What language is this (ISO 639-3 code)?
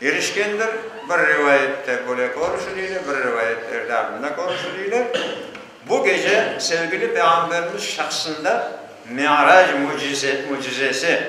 crh